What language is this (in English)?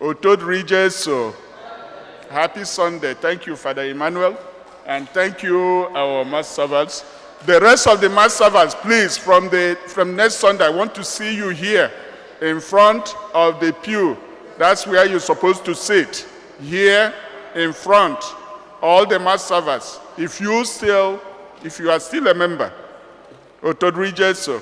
Igbo